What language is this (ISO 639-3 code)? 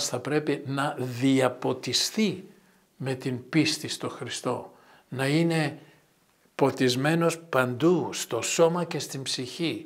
ell